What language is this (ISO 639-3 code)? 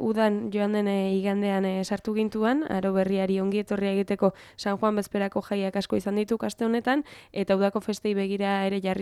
eus